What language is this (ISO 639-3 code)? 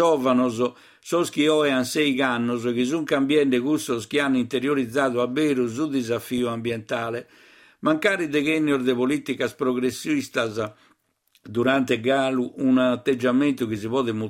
srd